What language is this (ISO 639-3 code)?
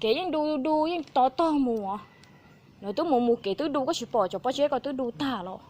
hmn